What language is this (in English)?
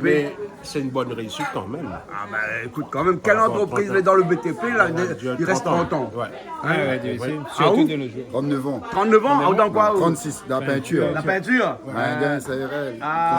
Réunion Creole French